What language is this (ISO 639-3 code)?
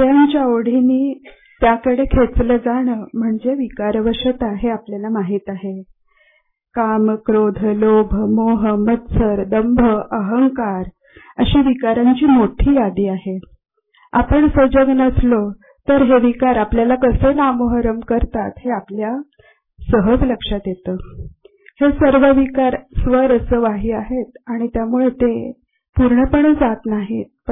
mar